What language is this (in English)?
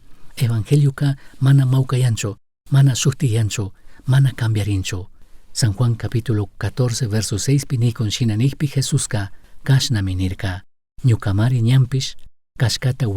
Chimborazo Highland Quichua